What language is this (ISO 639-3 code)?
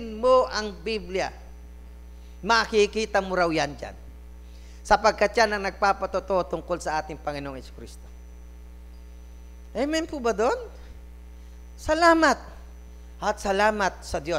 fil